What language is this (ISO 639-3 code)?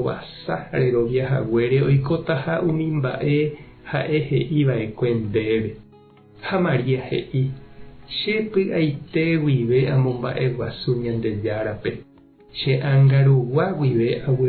grn